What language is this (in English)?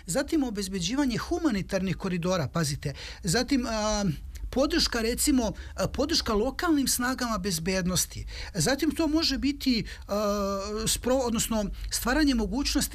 Serbian